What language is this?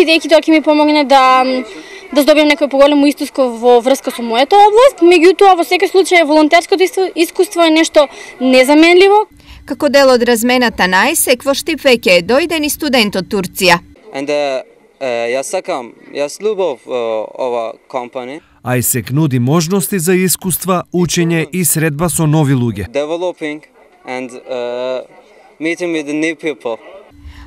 Macedonian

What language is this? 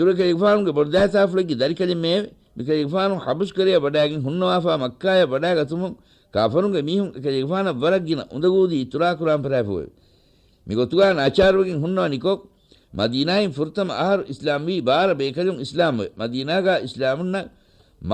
Divehi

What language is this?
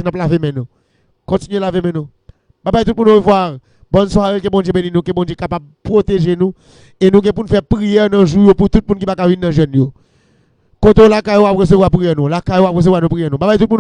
Haitian Creole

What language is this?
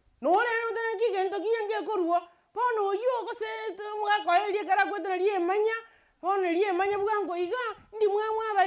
Gusii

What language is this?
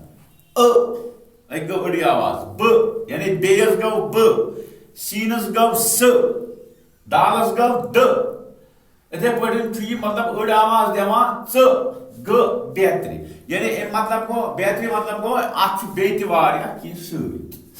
Kashmiri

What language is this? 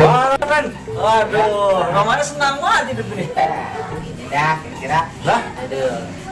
Betawi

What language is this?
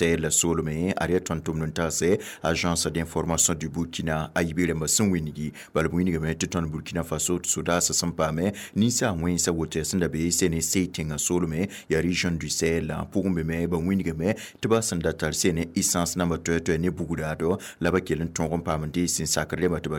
Mossi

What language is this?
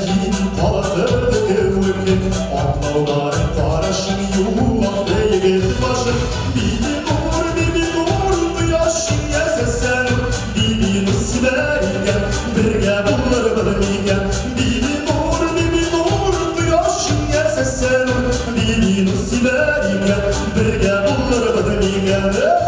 Bashkir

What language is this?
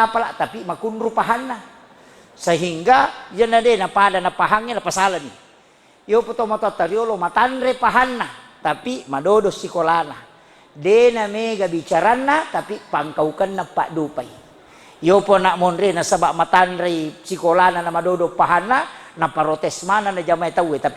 Buginese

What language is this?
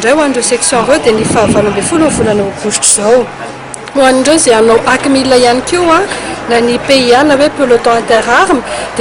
Malagasy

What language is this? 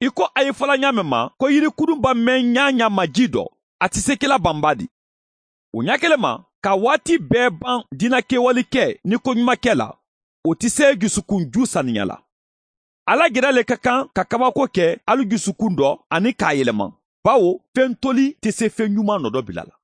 Mandingo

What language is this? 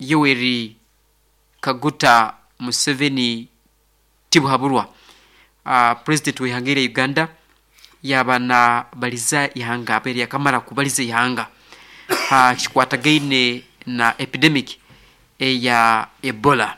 Nyoro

